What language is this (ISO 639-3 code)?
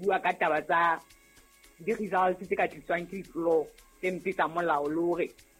sot